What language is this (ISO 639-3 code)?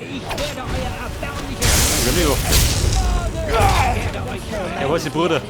bar